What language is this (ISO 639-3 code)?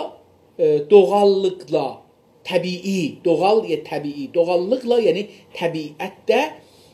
azb